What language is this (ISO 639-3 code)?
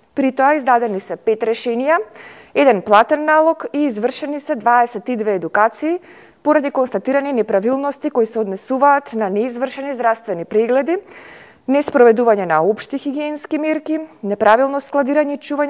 mkd